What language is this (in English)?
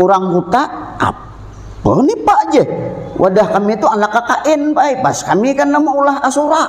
Banjar